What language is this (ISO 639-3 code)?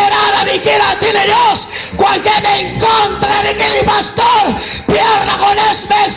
kek